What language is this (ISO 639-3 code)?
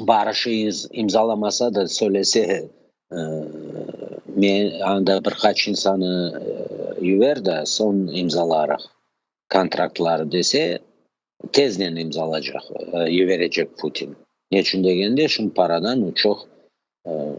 crh